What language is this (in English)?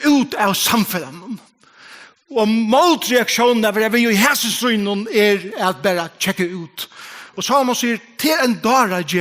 Faroese